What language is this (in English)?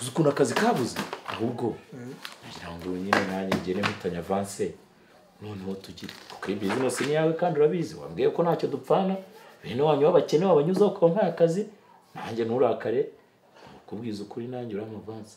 Kinyarwanda